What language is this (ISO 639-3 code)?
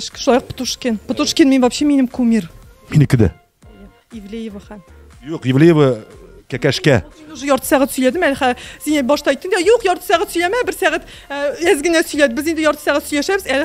tat